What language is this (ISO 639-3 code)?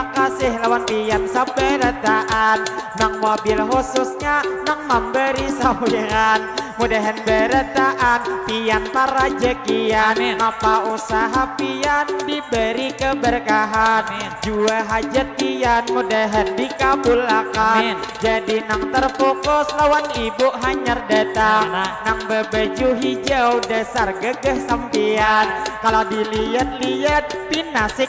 bjn